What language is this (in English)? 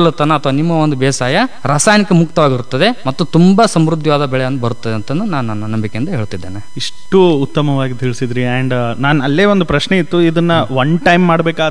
Kannada